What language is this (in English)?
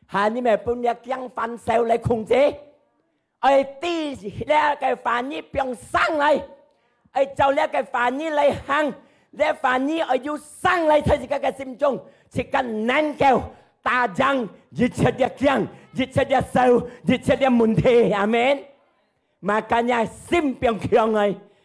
Hakka Chinese